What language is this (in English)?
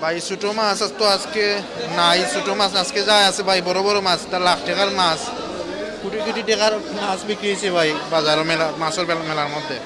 Sylheti